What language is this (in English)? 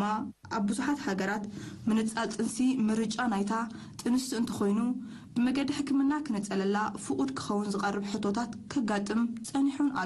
Tigrinya